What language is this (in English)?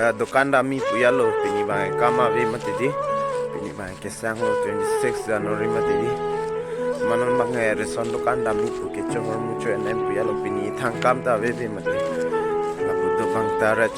Karbi